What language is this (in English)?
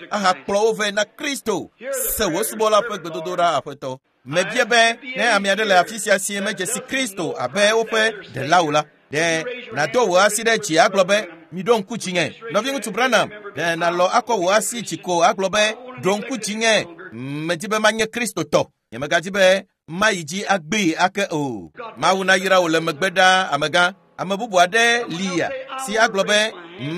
Ewe